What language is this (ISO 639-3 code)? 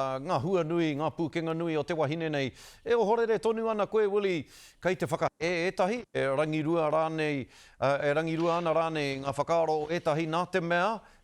mri